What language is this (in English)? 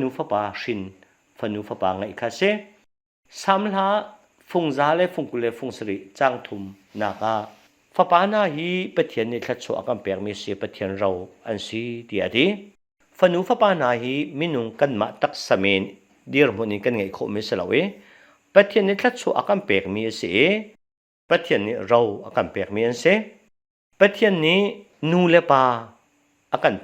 Hakha Chin